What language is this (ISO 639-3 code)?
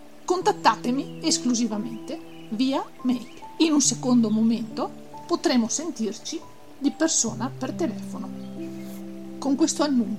ita